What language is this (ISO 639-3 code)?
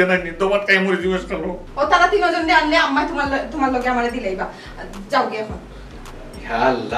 syl